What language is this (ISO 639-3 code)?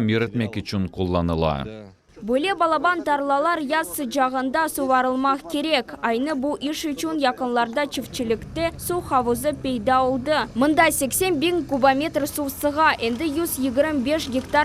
crh